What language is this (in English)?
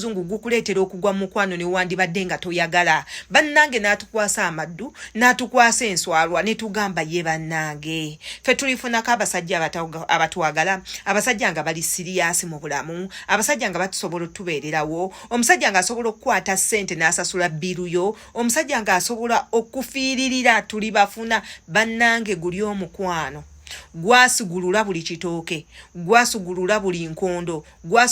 Ganda